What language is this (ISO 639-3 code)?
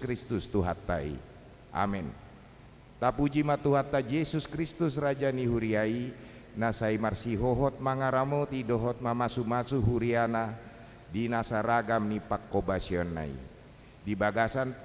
bbc